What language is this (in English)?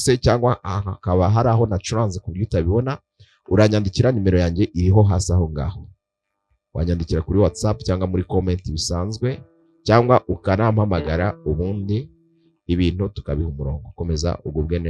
Kinyarwanda